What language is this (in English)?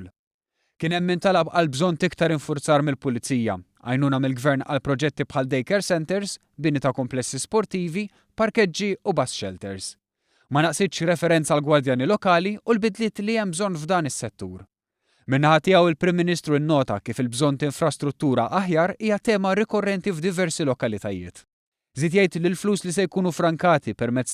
Maltese